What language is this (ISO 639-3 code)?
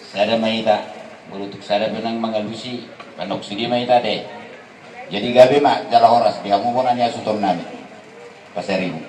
bbc